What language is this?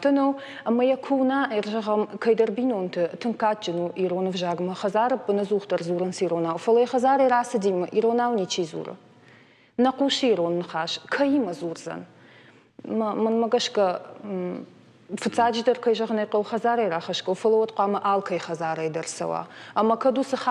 Ossetic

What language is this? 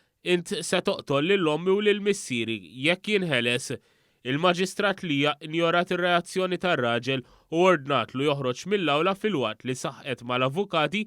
Maltese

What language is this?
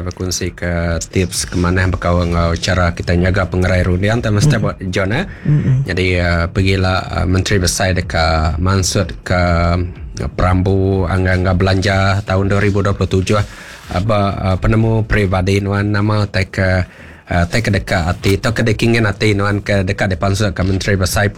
Iban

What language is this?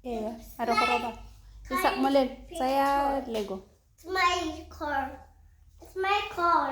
Tswana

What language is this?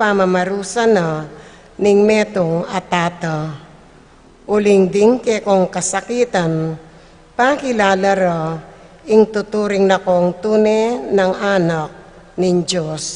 Pampanga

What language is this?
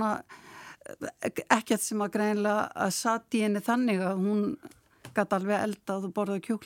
Icelandic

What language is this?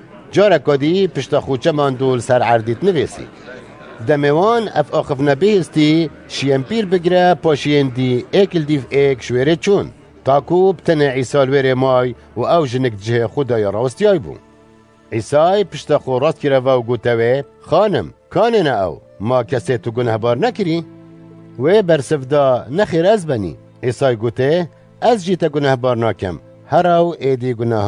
Kurdish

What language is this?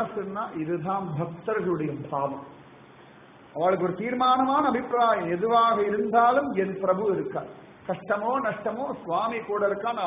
Tamil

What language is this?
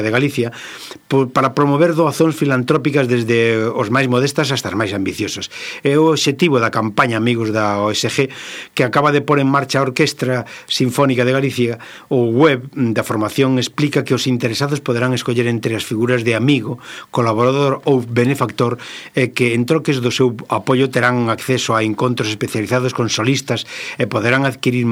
Galician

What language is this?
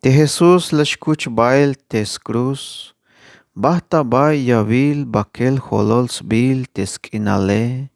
Tzeltal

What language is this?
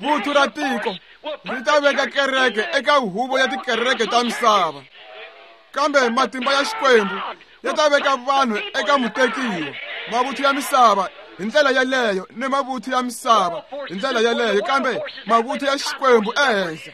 Tsonga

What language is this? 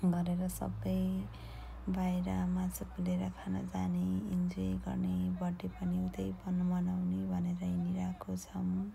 Nepali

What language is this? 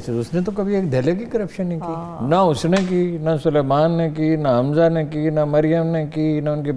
Urdu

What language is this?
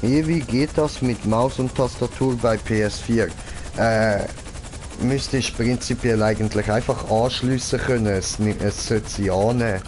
Swiss German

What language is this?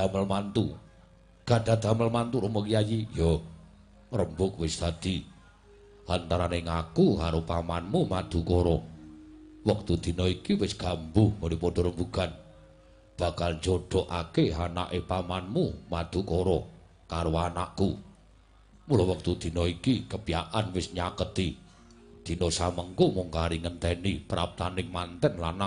Javanese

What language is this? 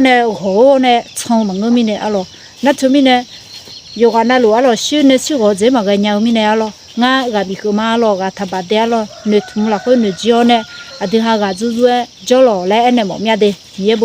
Akha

